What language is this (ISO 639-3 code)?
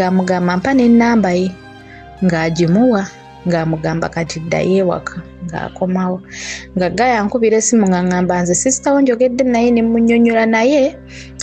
lug